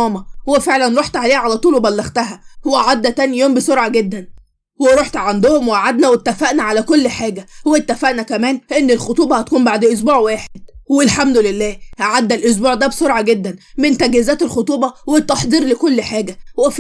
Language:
Egyptian Arabic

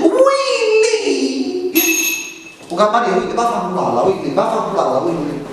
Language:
Neapolitan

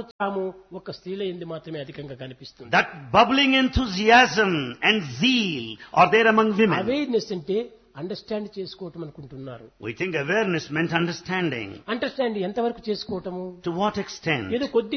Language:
Telugu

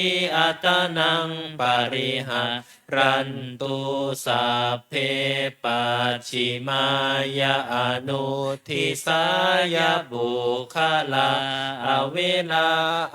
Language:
Pali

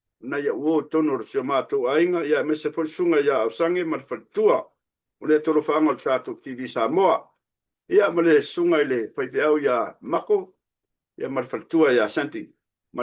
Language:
Samoan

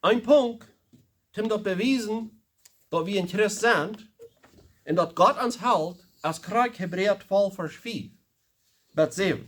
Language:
Plautdietsch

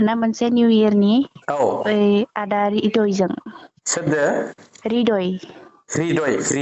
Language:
Bodo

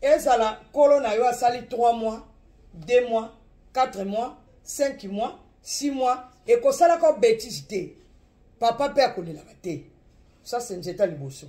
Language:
Lingala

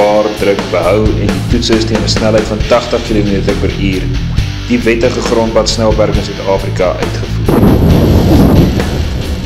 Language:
Afrikaans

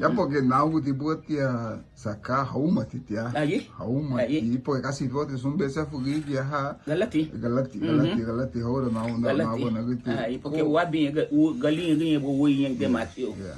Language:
Garifuna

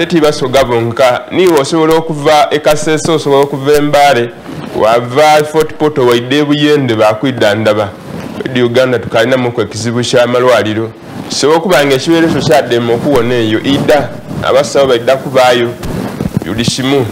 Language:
Soga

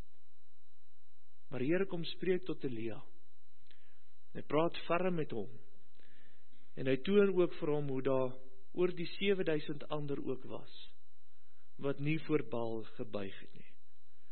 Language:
Afrikaans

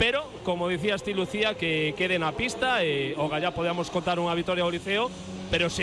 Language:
Galician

